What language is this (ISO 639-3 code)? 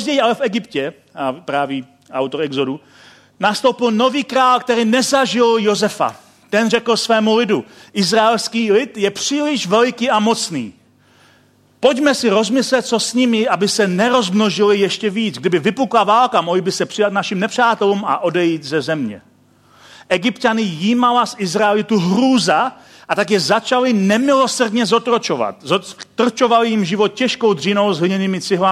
ces